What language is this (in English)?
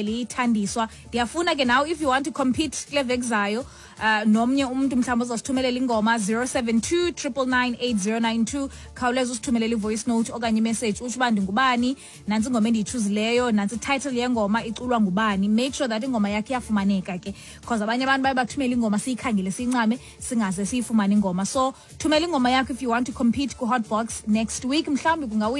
Xhosa